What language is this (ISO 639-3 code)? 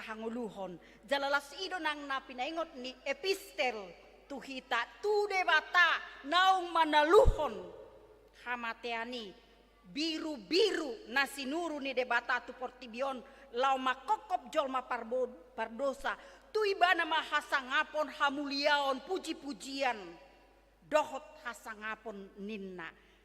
bbc